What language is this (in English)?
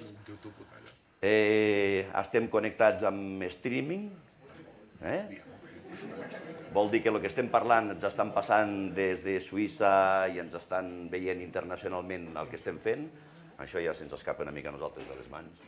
Catalan